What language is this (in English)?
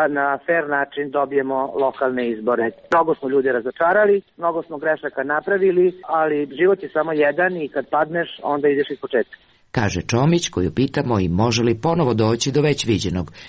Serbian